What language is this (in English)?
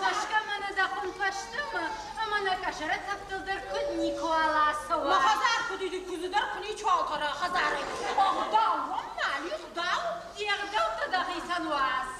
Ossetic